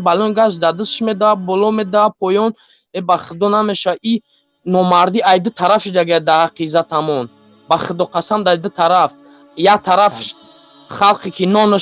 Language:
Tajik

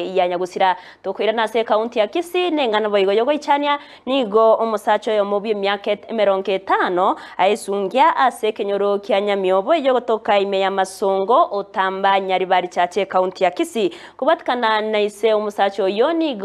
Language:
Gusii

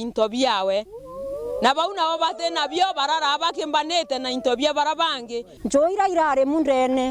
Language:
Meru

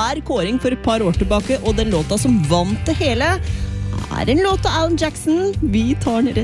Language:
Norwegian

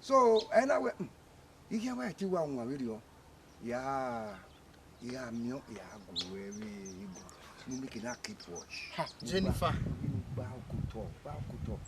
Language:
Bini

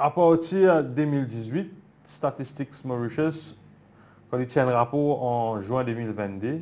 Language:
Morisyen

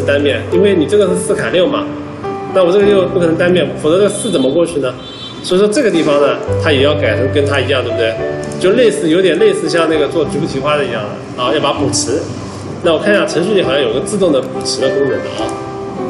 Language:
Chinese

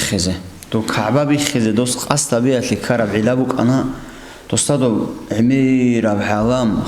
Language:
Avaric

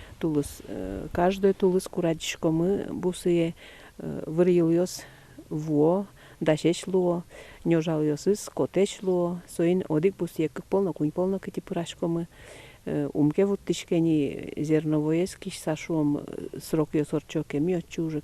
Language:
Udmurt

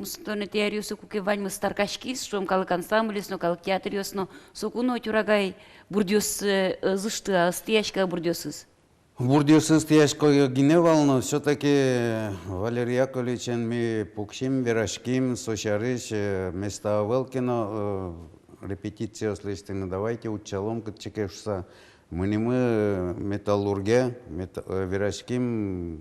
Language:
Udmurt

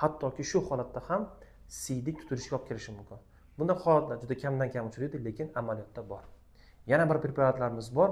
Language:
Uzbek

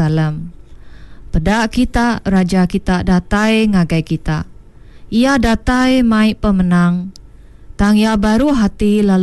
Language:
Iban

